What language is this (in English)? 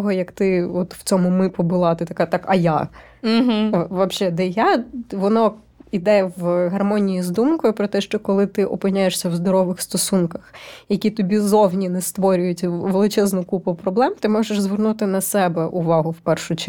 Ukrainian